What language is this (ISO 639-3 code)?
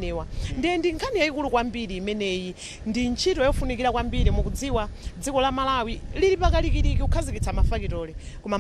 nya